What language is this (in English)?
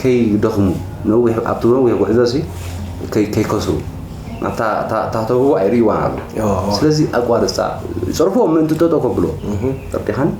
Tigrinya